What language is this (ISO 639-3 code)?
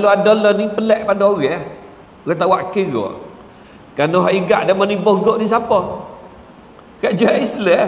msa